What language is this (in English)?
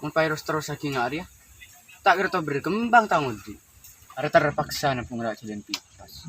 Madurese